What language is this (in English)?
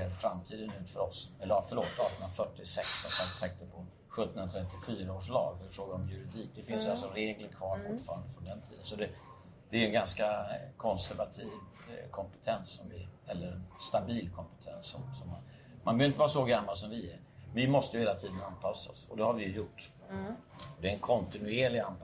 Swedish